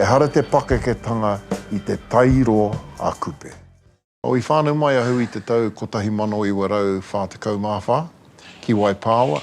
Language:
Māori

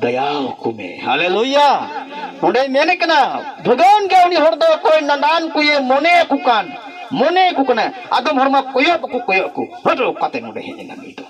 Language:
Santali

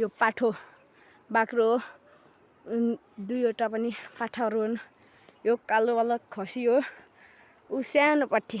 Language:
Nepali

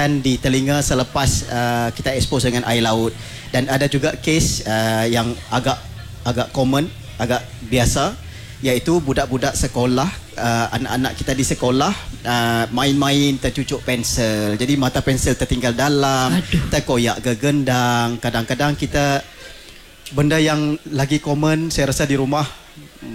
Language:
Malay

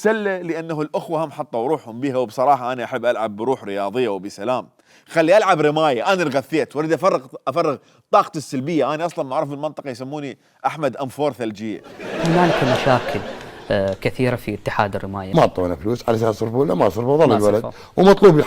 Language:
Mesopotamian Arabic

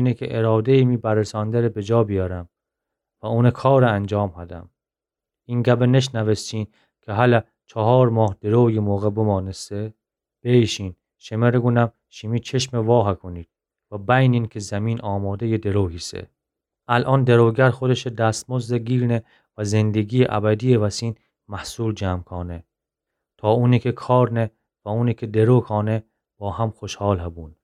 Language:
Gilaki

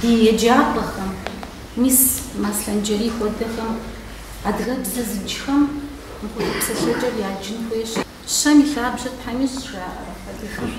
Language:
Kabardian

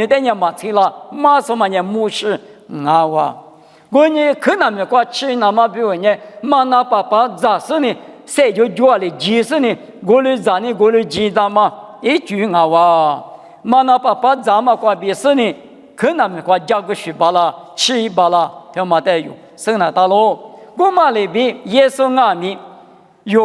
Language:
Lisu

